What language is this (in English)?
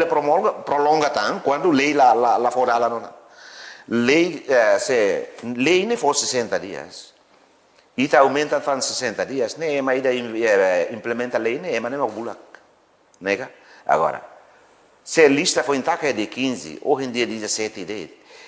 Tetum